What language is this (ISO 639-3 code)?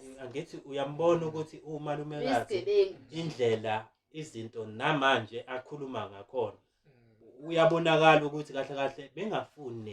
zul